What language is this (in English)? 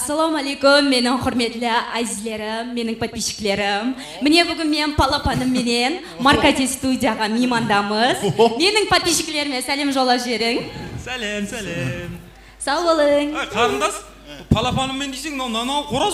Kara-Kalpak